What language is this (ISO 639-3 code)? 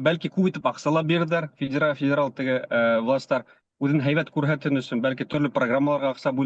bak